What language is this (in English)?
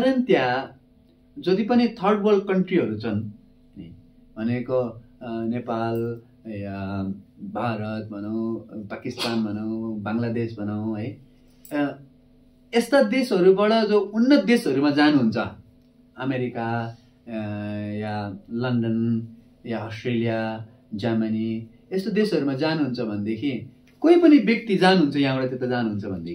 Nepali